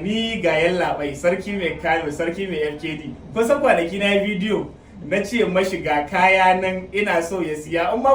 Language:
Hausa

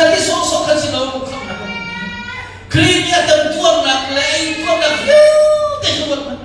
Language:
Hakha Chin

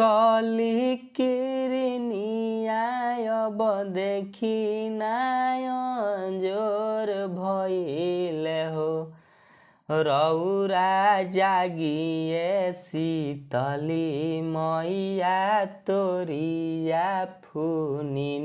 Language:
Bhojpuri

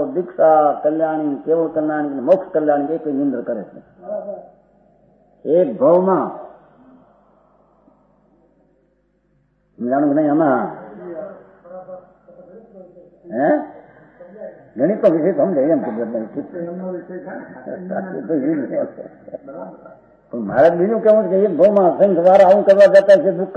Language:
Gujarati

